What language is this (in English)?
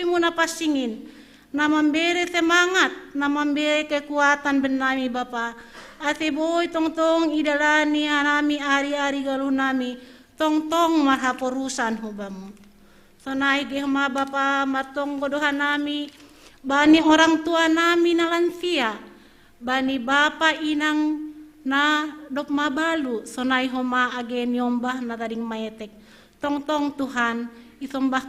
Batak Simalungun